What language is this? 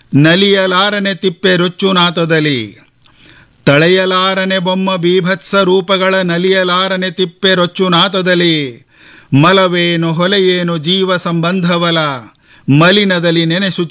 Kannada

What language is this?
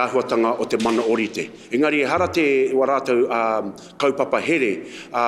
Māori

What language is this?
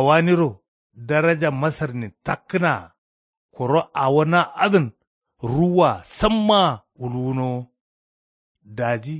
Kanuri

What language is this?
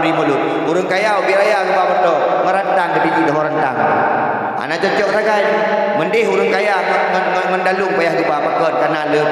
Achinese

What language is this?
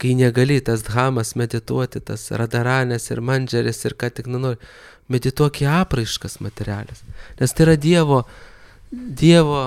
Lithuanian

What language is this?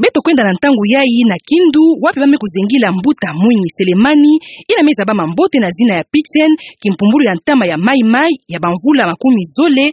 Kituba (Democratic Republic of Congo)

